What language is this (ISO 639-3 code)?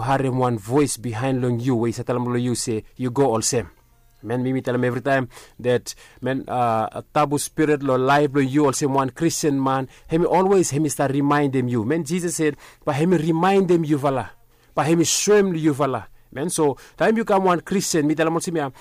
bis